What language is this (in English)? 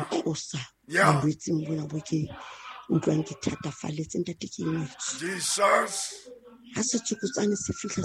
Southern Sotho